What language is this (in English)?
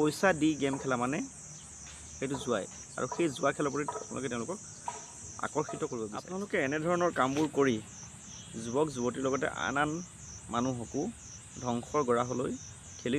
Assamese